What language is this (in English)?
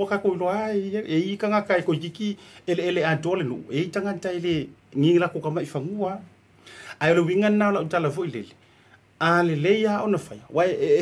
Samoan